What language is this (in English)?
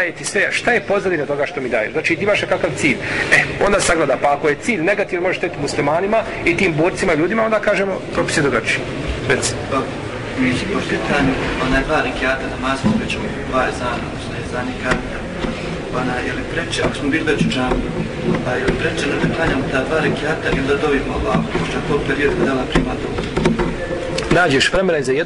Bosnian